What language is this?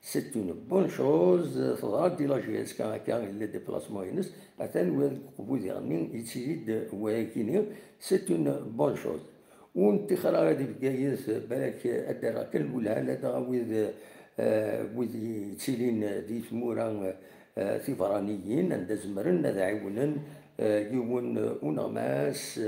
Kabyle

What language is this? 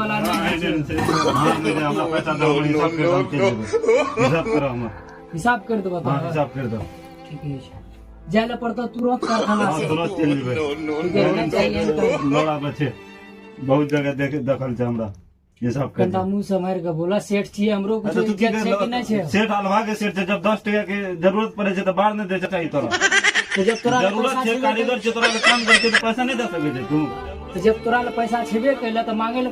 Maithili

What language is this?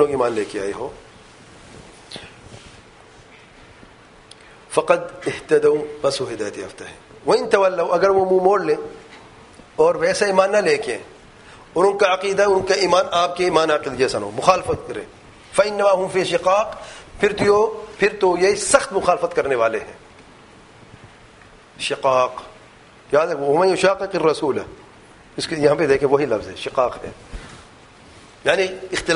Urdu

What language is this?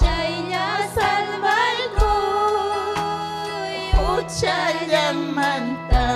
Ayacucho Quechua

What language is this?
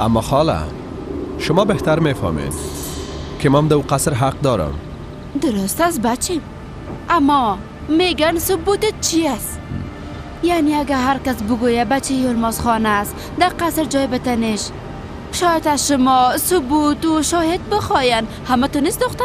Persian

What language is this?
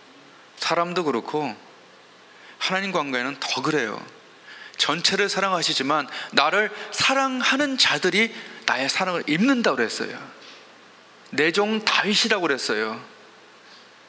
Korean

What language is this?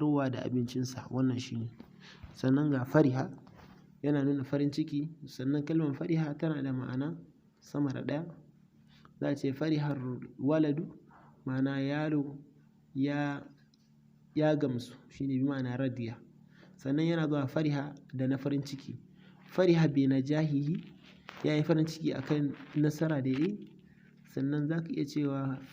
Hausa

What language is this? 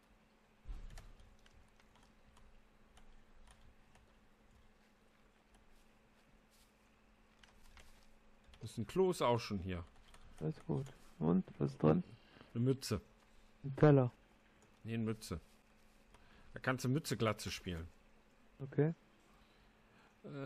German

